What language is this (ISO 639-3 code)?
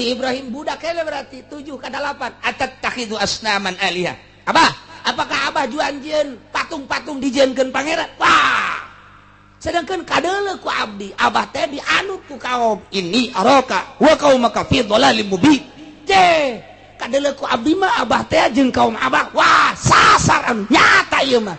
sun